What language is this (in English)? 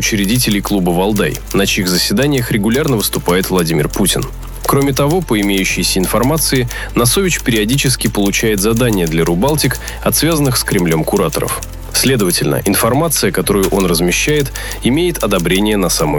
Russian